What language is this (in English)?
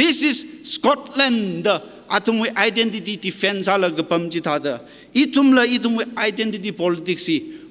Tangkhul Naga (India)